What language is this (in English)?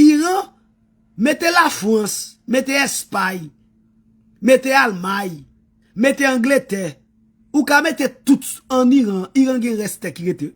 Haitian Creole